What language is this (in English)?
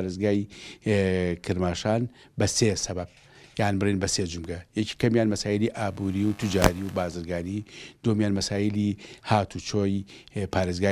Central Kurdish